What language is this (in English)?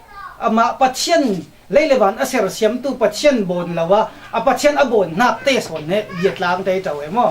Falam Chin